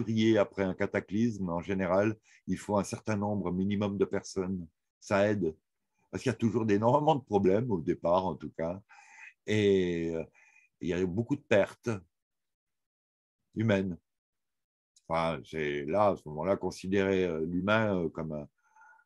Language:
French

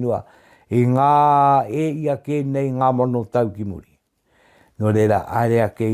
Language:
Māori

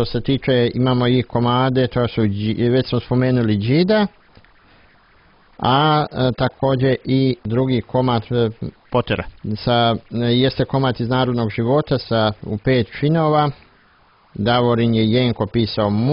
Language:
Croatian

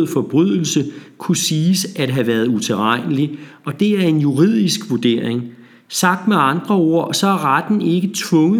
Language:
Danish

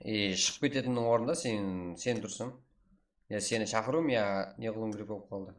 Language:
Kara-Kalpak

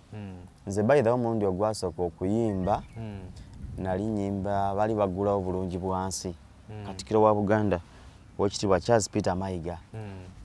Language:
Ganda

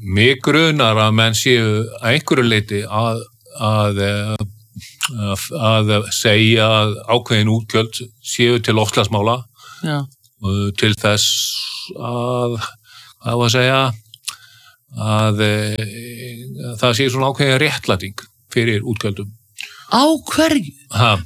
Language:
Icelandic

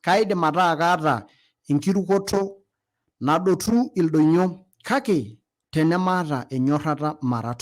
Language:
Masai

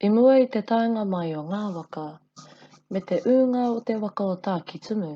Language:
Māori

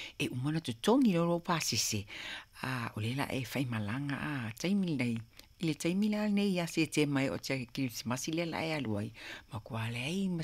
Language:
Samoan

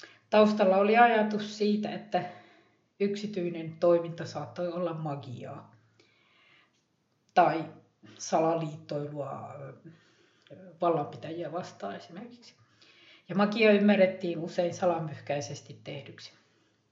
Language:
Finnish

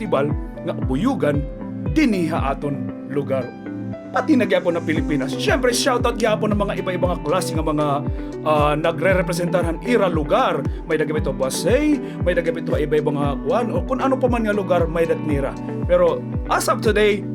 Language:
Waray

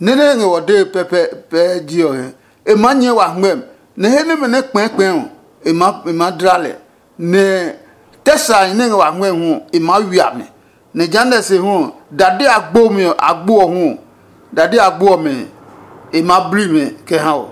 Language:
Adangme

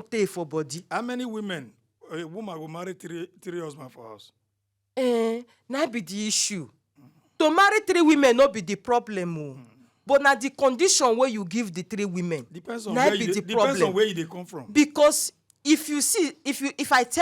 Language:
Nigerian Pidgin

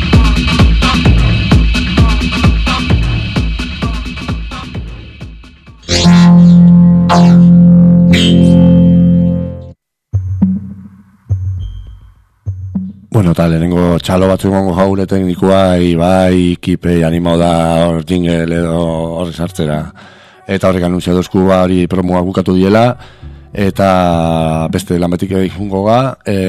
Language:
Basque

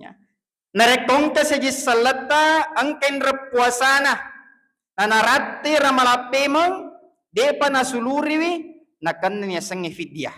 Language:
Buginese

